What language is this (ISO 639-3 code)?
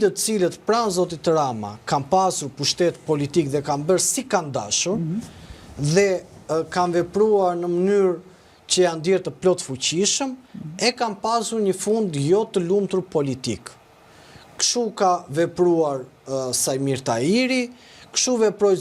sqi